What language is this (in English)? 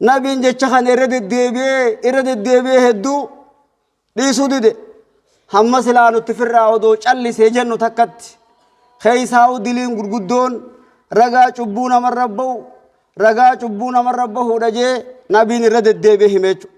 Oromo